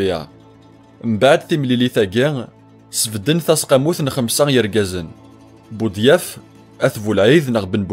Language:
Kabyle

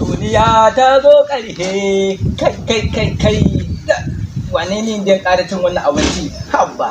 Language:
Hausa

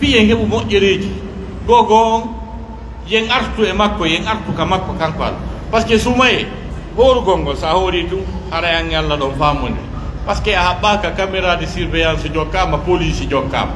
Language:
Pular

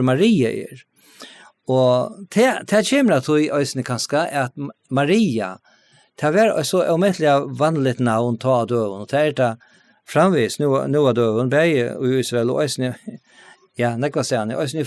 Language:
Faroese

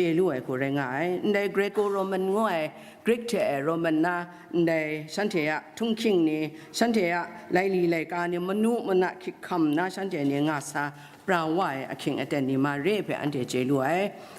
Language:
Kachin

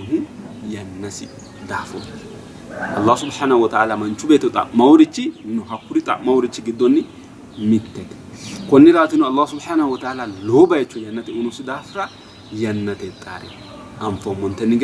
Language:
Sidamo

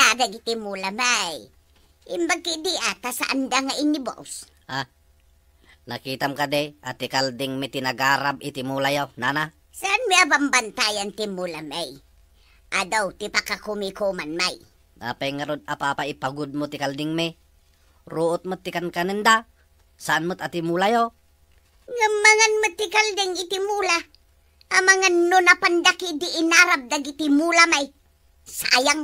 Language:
Iloko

